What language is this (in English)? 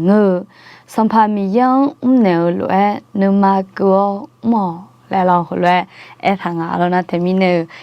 Akha